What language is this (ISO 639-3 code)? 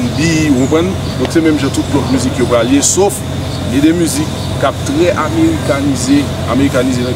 hat